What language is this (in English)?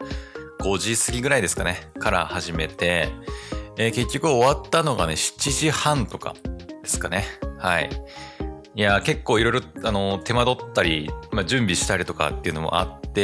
Japanese